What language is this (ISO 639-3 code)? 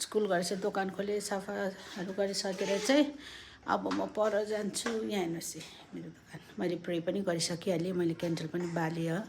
nep